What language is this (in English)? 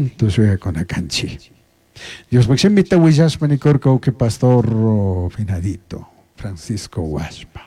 Chimborazo Highland Quichua